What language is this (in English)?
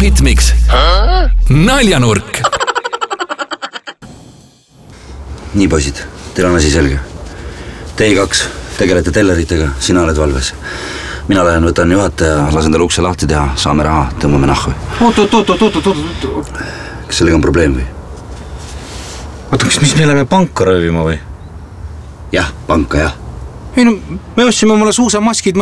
Estonian